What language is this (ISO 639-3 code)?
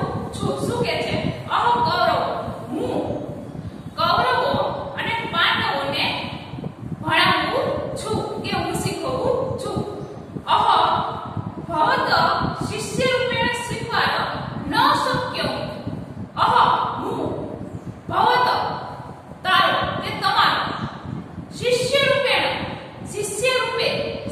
guj